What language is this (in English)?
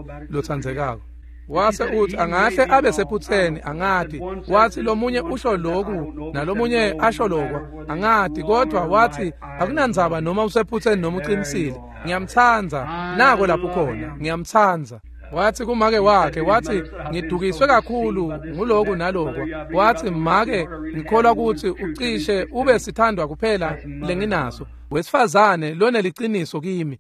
Swati